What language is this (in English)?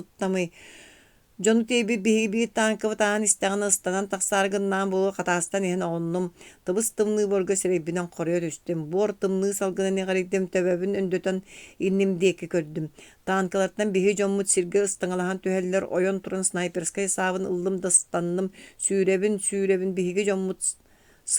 Yakut